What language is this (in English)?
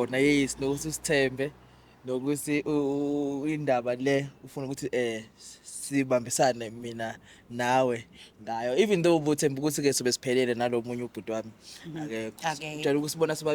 Zulu